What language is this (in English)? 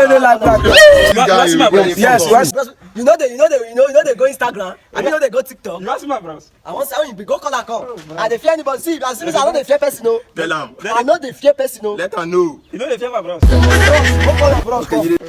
Nigerian Pidgin